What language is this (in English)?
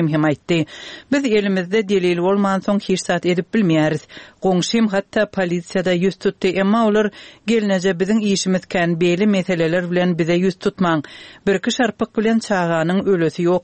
Turkmen